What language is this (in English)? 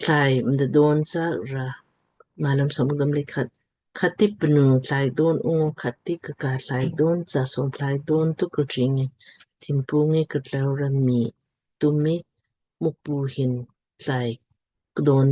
Lamkang